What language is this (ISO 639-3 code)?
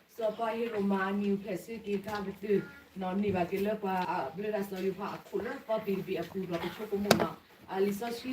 ksw